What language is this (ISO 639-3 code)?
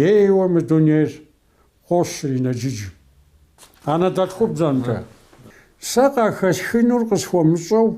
kbd